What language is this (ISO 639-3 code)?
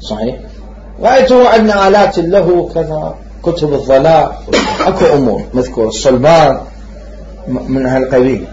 acm